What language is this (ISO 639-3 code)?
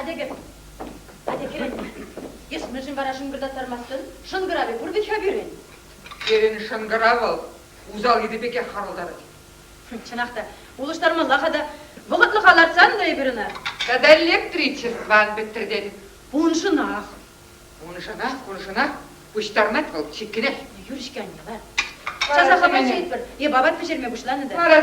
chv